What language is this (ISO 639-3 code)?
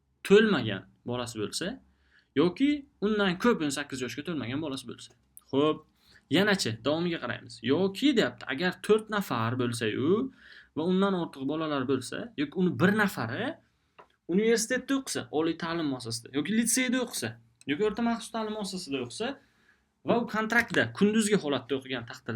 uzb